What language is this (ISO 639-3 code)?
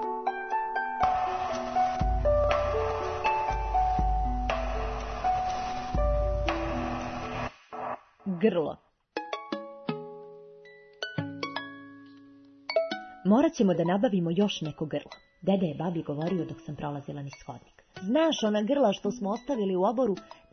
srp